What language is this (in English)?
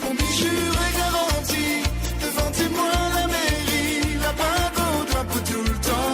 Morisyen